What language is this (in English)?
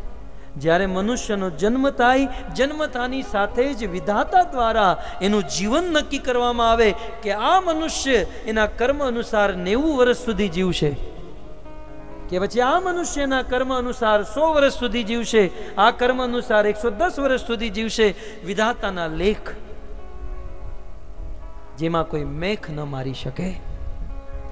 Gujarati